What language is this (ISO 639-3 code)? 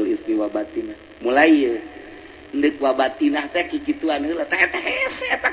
sun